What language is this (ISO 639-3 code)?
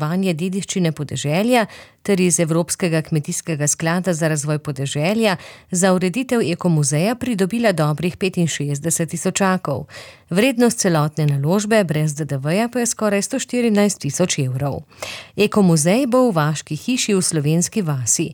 slv